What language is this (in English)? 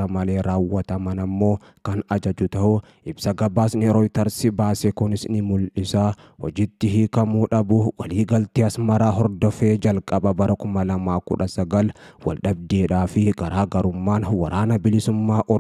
Oromo